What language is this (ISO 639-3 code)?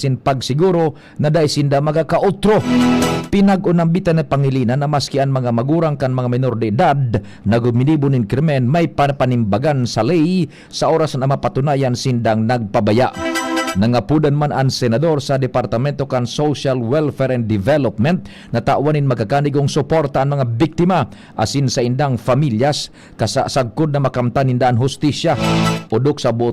bik